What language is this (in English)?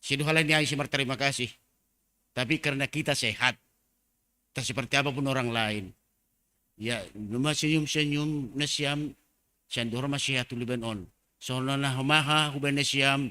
Batak Simalungun